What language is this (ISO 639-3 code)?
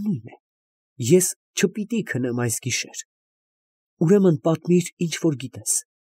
hye